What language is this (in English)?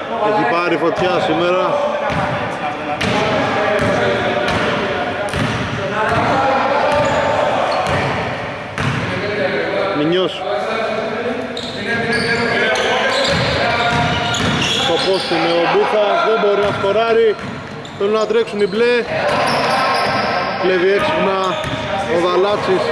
Greek